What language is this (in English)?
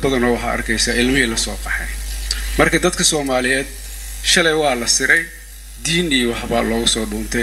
Somali